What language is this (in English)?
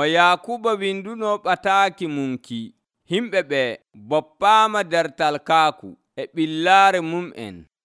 Nigerian Fulfulde